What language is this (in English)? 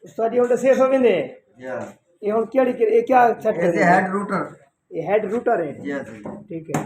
Saraiki